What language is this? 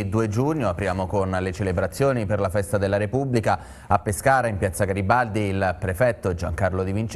Italian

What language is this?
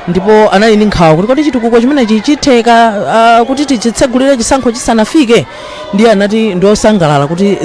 Nyanja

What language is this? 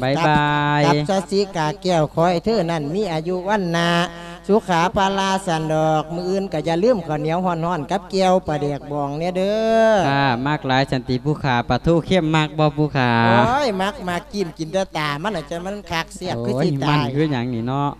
Lao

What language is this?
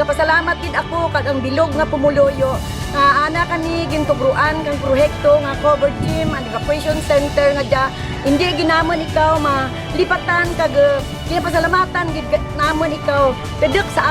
Kinaray-a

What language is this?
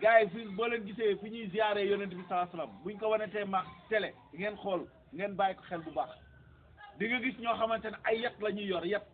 Wolof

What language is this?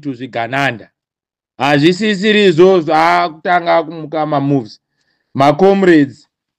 Shona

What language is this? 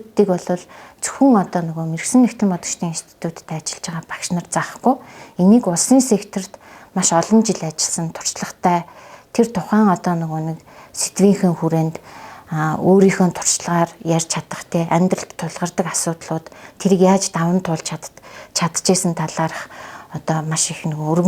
Mongolian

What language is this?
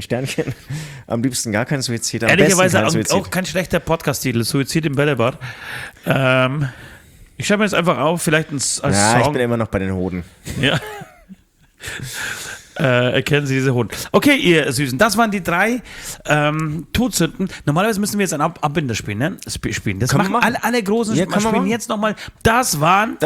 German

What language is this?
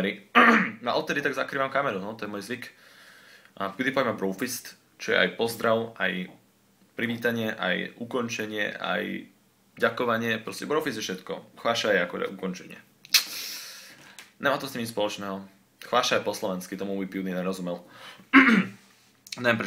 Slovak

